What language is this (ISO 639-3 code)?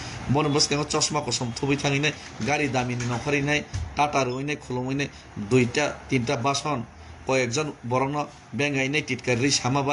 trp